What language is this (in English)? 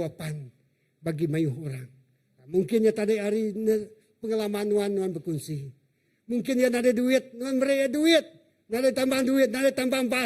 Iban